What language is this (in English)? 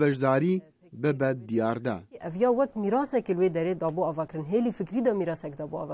Kurdish